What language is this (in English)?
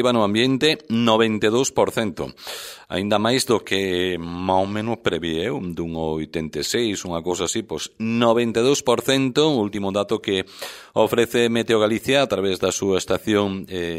Galician